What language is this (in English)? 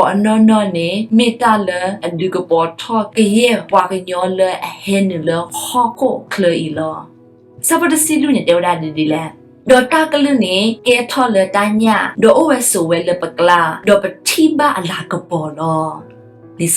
S'gaw Karen